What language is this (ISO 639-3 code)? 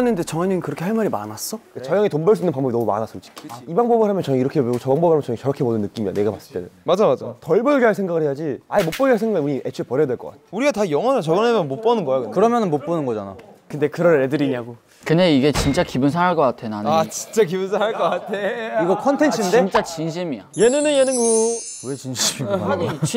kor